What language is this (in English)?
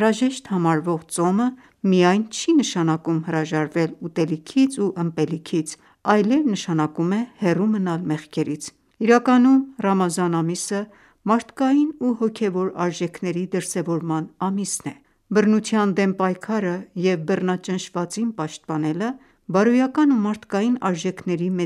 Armenian